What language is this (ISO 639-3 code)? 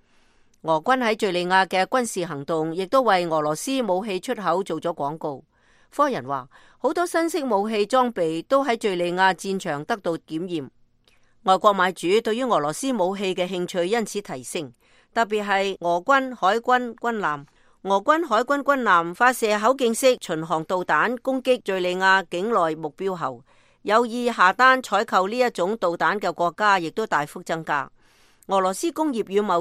yue